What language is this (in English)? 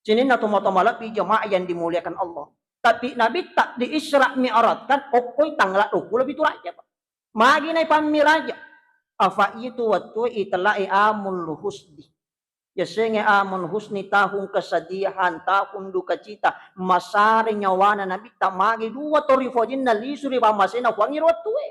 Buginese